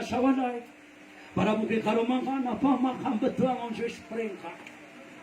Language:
Maranao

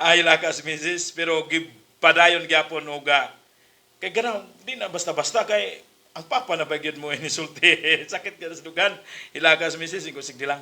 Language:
Cebuano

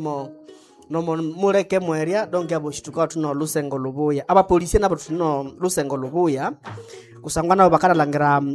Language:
Nande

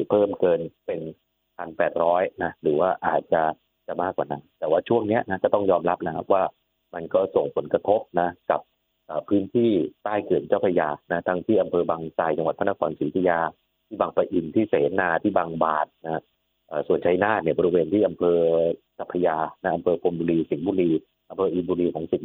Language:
Thai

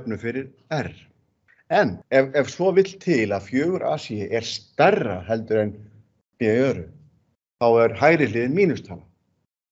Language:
Icelandic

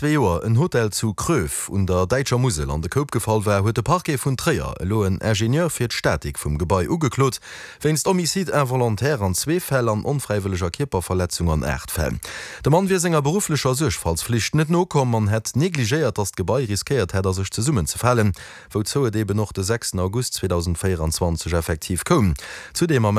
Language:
Luxembourgish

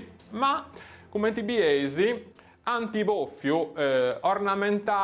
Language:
Sardinian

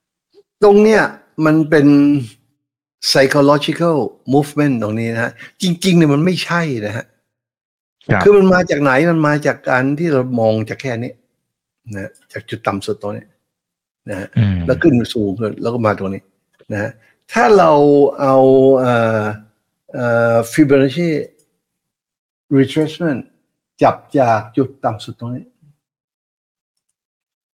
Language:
Thai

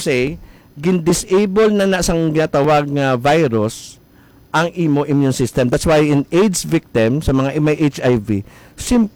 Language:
Hiligaynon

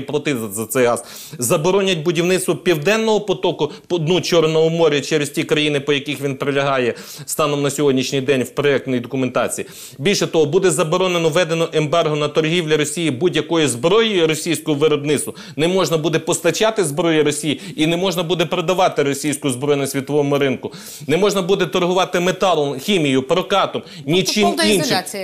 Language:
Ukrainian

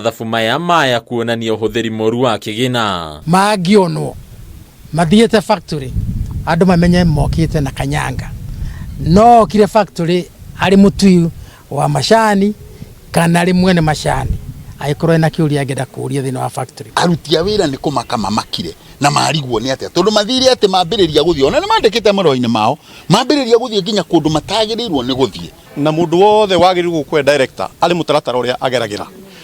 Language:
Kikuyu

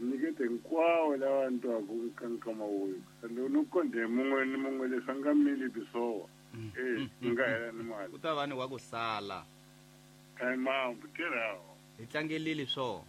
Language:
Tsonga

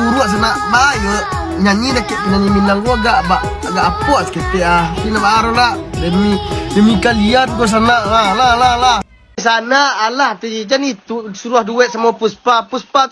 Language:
Minangkabau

